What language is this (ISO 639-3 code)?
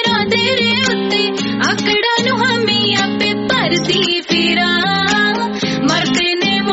pan